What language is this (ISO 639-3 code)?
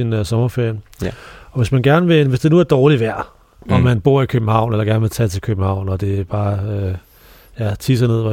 dan